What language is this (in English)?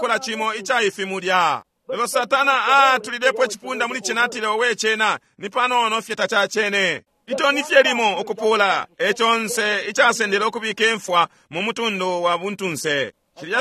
Bemba